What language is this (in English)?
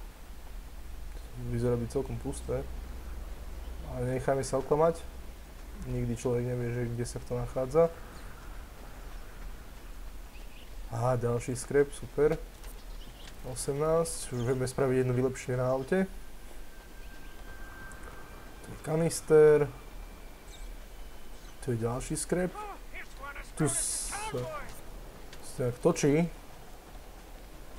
Slovak